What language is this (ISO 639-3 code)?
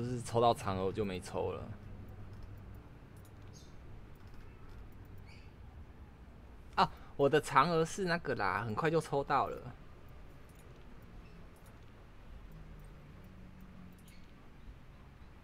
zho